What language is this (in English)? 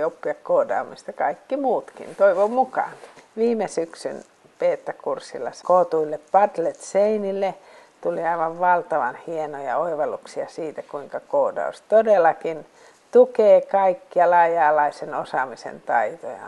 Finnish